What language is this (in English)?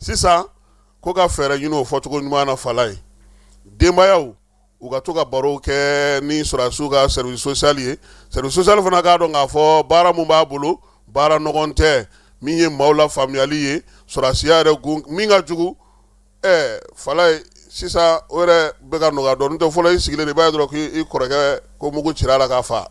Bambara